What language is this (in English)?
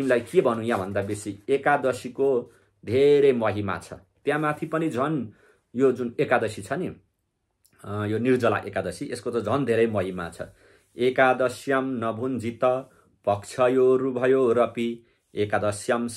Nepali